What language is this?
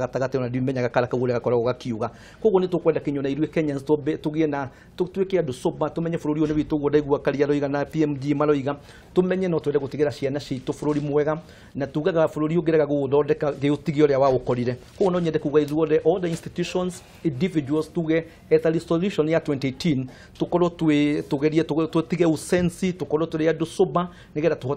Kikuyu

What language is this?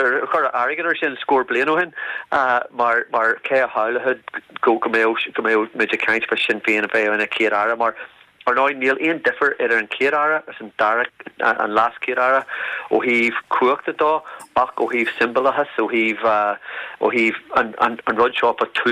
Irish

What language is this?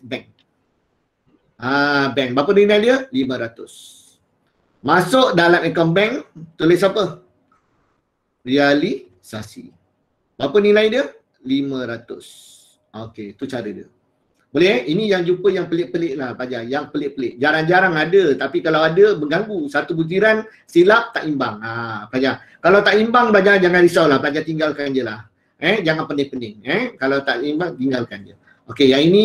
Malay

